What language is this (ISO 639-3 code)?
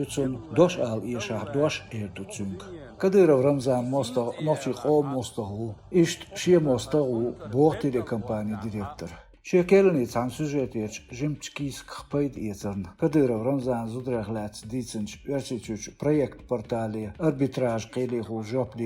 che